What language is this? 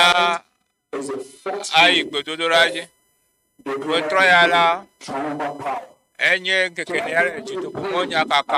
Ewe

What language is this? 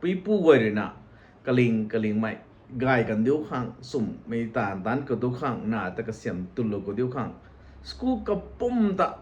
Rongmei Naga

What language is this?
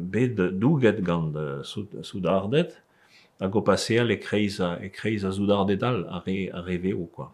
Breton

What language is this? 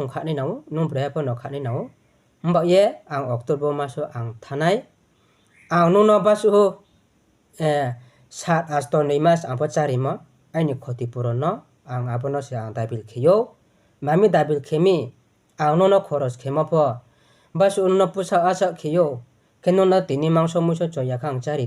Riang (India)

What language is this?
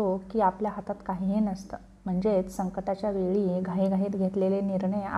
Marathi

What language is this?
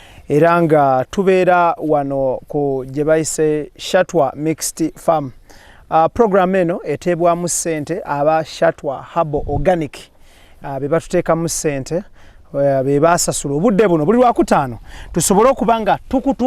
Ganda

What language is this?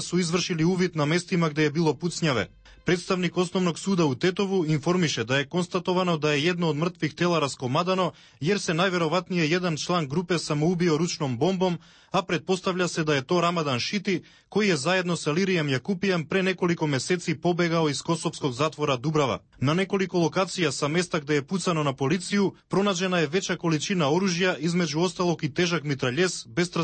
Serbian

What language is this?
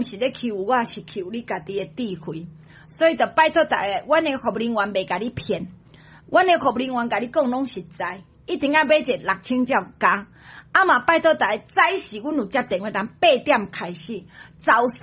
Min Nan Chinese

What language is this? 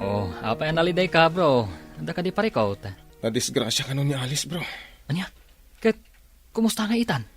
Iloko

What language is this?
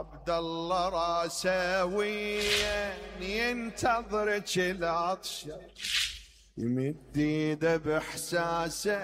Mesopotamian Arabic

